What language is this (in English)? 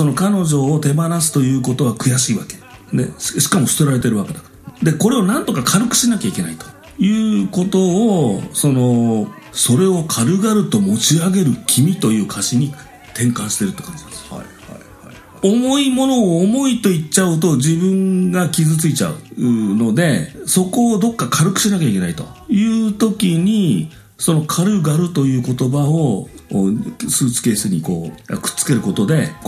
Japanese